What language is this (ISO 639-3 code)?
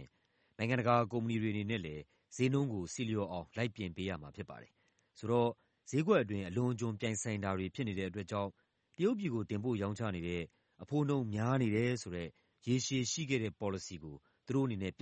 mya